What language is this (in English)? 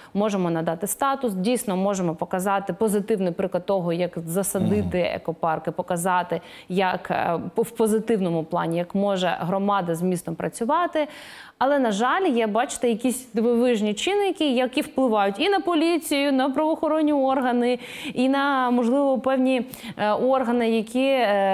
Ukrainian